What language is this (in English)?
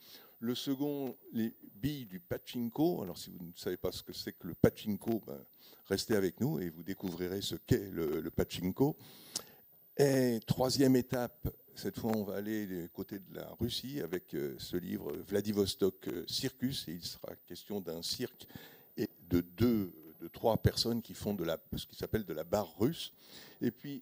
French